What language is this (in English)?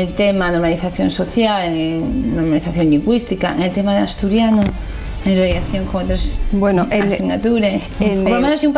Asturian